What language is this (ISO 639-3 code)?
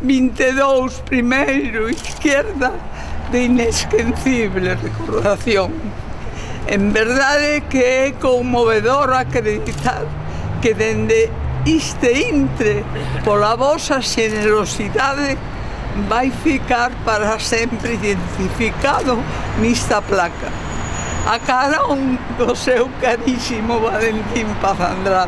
glg